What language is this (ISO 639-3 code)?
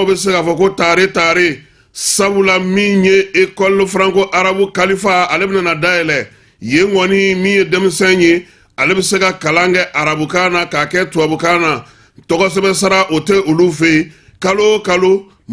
bam